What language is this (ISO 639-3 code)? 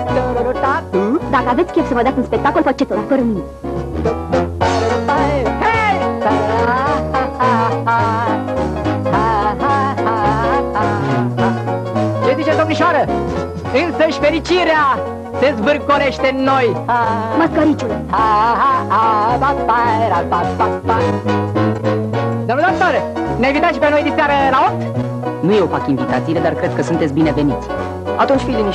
ron